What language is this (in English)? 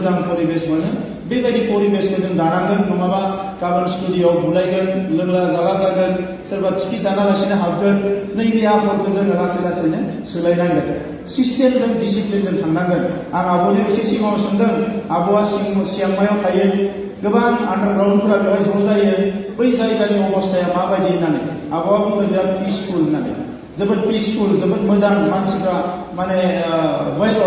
Bodo